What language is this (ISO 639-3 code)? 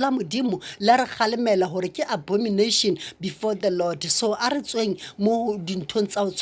sot